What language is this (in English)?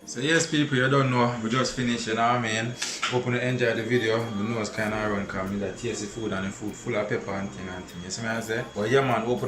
Jamaican Creole English